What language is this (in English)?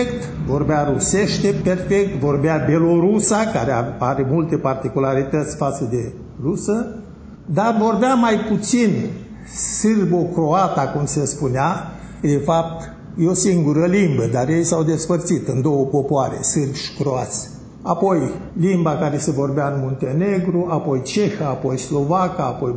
Romanian